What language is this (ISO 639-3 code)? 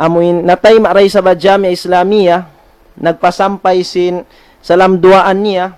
tsg